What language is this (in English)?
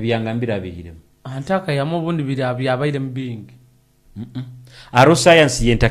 Nyoro